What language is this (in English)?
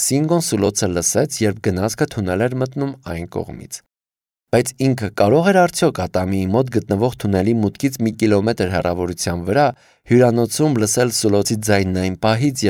Armenian